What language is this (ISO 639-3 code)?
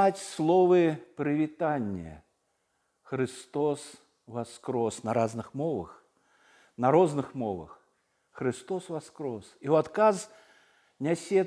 bel